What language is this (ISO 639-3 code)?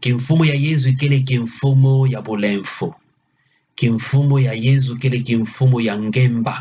ktu